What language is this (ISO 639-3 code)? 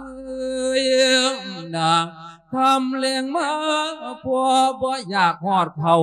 lao